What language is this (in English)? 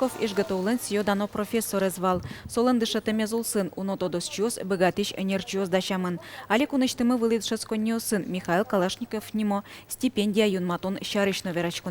Udmurt